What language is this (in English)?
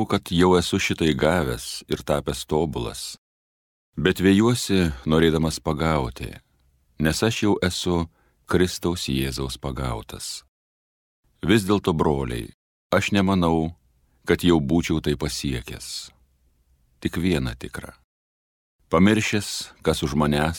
Lithuanian